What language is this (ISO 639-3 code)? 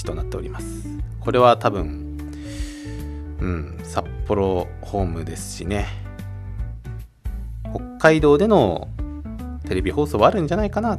jpn